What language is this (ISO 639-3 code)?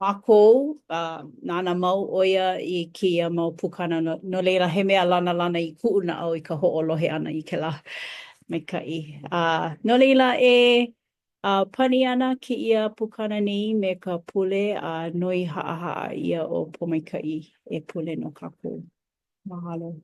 haw